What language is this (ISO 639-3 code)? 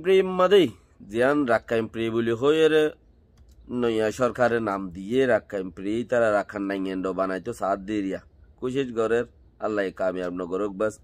rhg